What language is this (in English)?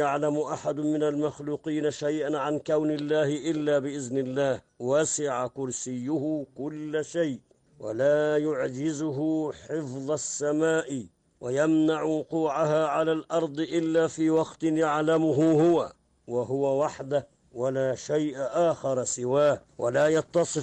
Arabic